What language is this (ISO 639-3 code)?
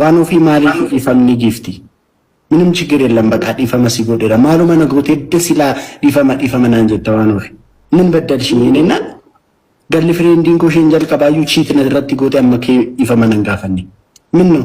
orm